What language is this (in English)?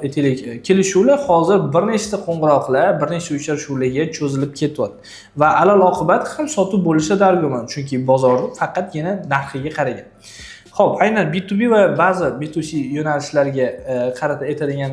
Uzbek